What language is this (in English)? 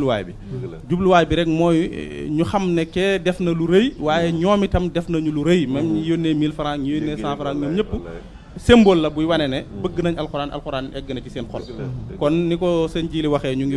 Wolof